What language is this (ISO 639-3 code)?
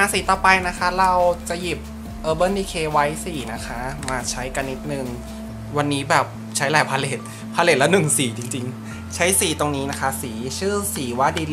tha